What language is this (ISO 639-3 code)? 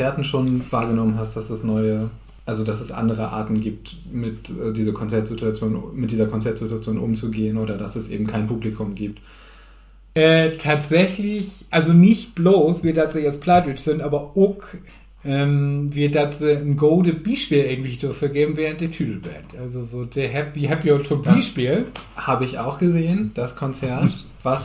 nds